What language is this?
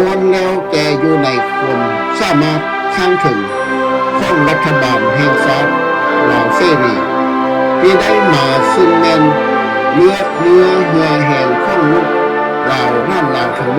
Lao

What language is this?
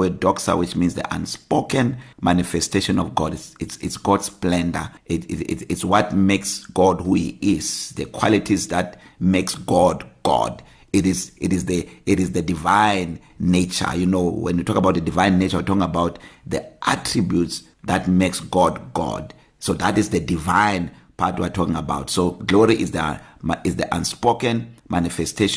English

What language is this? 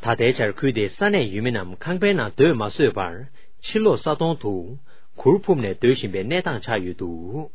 Tibetan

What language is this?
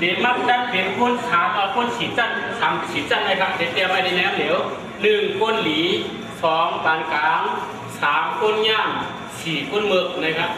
Shan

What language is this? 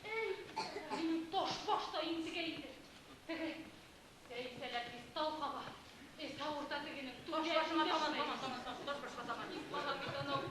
Bashkir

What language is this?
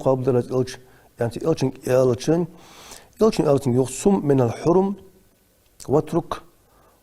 Ingush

